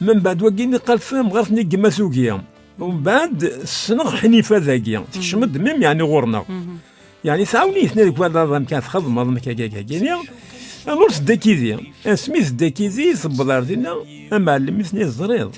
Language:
Kabyle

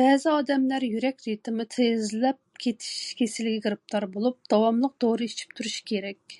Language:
Uyghur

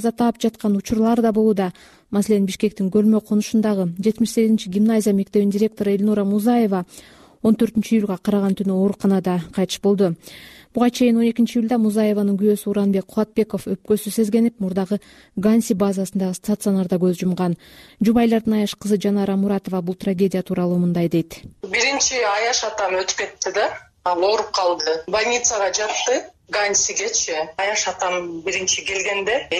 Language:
Kyrgyz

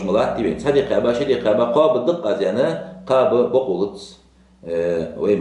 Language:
Ingush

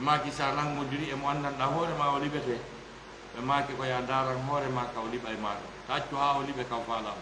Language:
Fula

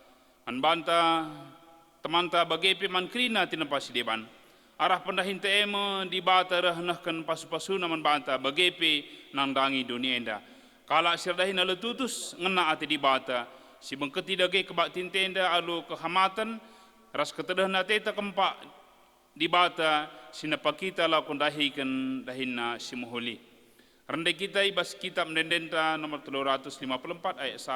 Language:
Batak Karo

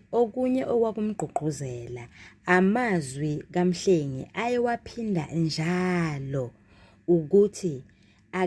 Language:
Zulu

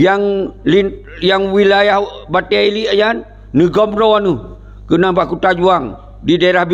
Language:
Achinese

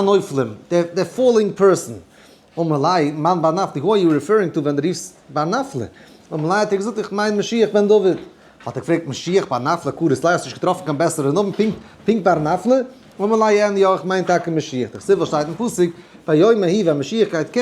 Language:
Yiddish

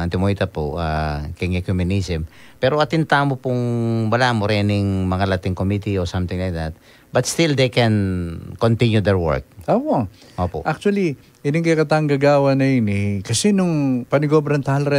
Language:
Pampanga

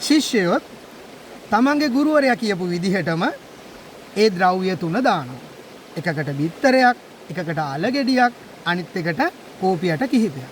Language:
Sinhala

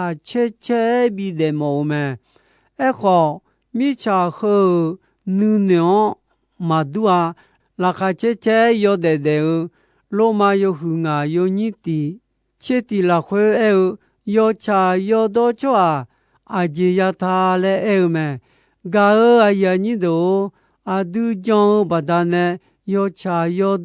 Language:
Akha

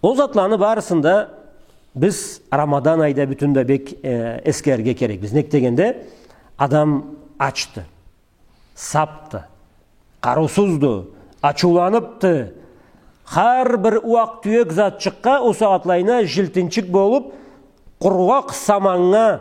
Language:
Karachay-Balkar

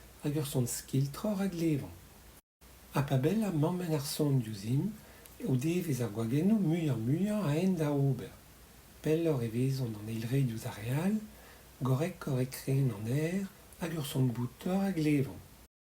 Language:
Breton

